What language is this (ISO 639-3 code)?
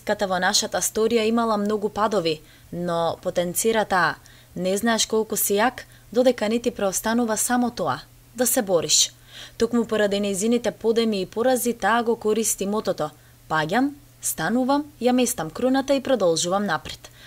mkd